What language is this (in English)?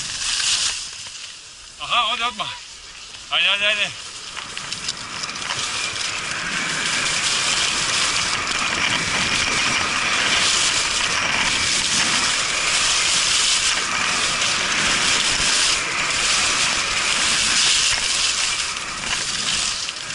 Bosnian